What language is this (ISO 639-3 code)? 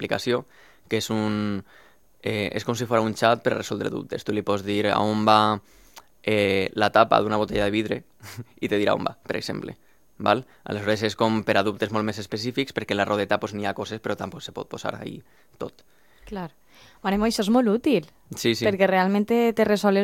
cat